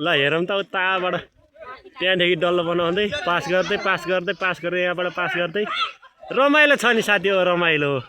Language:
Nepali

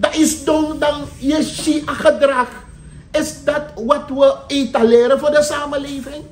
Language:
Sranan Tongo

